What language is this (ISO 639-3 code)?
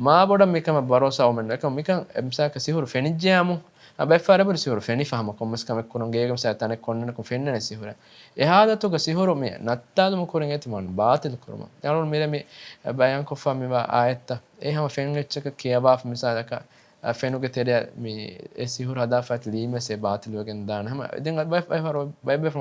div